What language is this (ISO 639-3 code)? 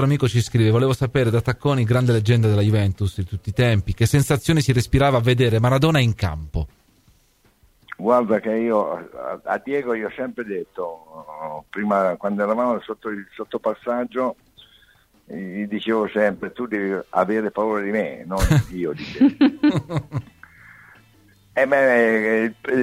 ita